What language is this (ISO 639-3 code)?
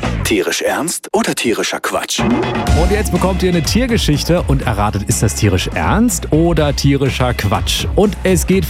deu